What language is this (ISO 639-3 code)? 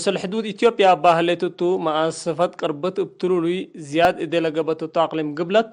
tig